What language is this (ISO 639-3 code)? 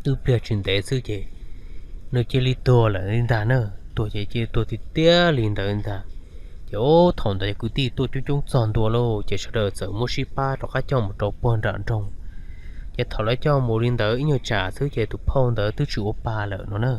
hmn